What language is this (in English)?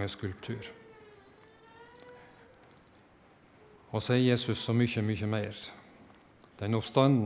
Norwegian